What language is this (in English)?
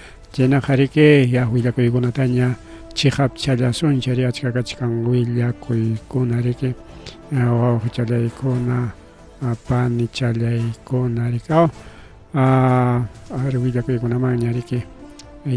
Ayacucho Quechua